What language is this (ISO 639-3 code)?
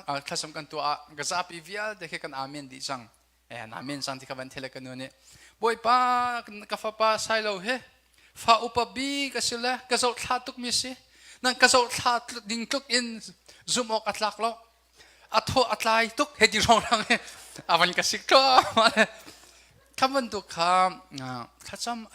cnh